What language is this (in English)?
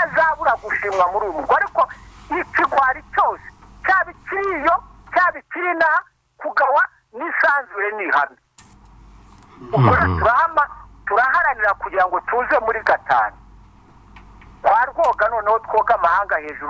Kinyarwanda